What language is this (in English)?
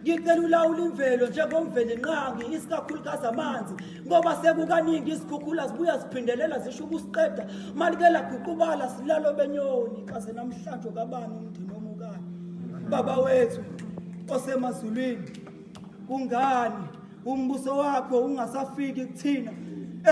Zulu